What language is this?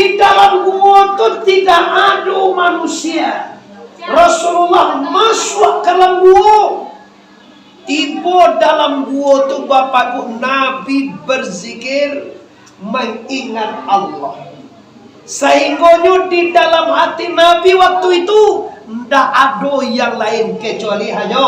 Minangkabau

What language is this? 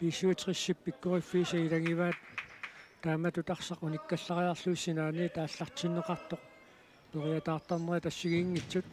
Kalaallisut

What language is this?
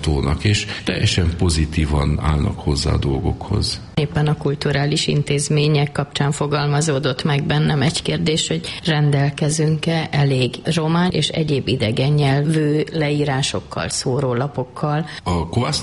Hungarian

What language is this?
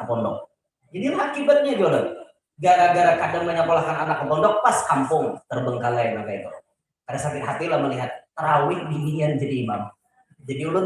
Banjar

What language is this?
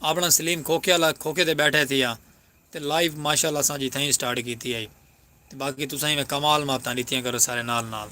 Saraiki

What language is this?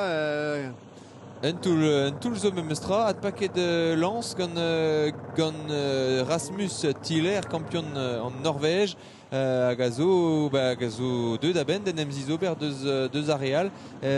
Breton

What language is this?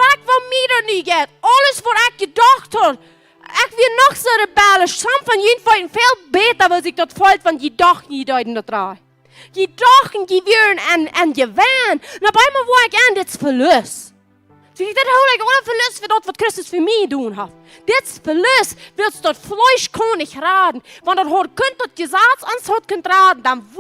Plautdietsch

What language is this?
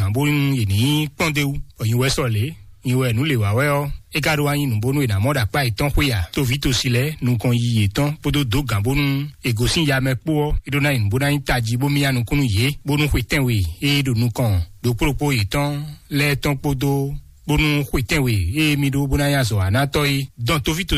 Fon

